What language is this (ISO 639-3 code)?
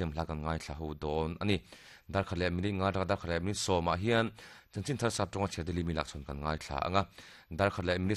lus